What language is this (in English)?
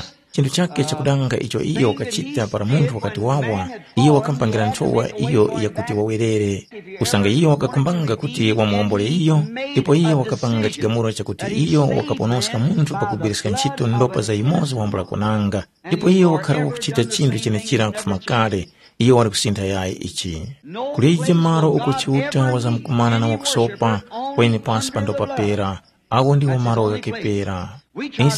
Tumbuka